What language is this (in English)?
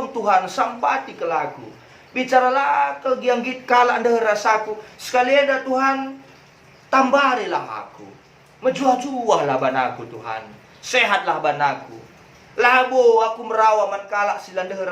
Batak Karo